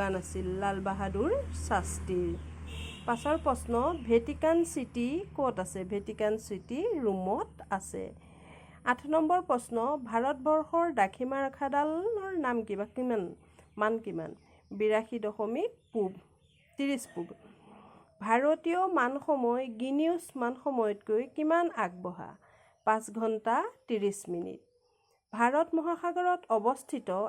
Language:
Assamese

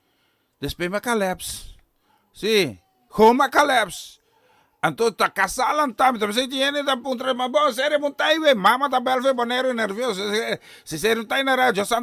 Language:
Papiamento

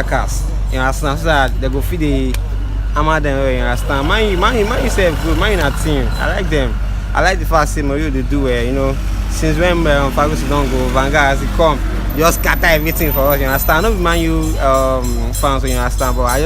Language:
Nigerian Pidgin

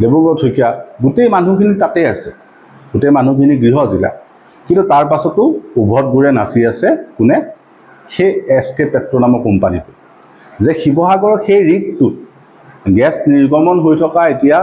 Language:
Assamese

